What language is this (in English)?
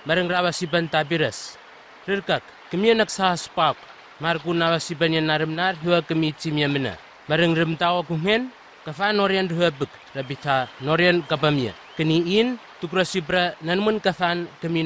Southwest Tanna